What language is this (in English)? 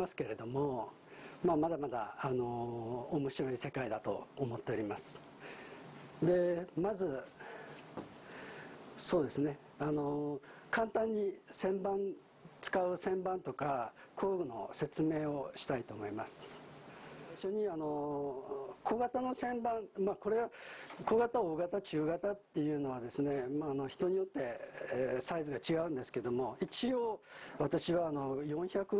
Japanese